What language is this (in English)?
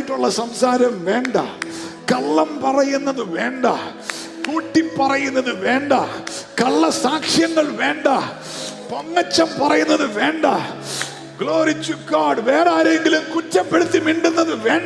Malayalam